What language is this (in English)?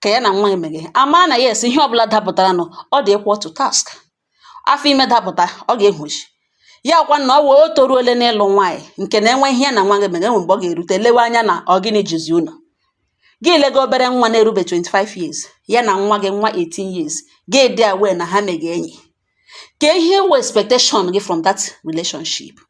Igbo